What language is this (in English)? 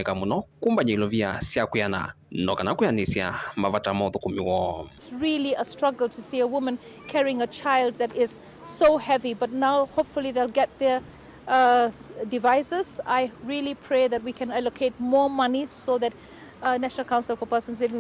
Kamba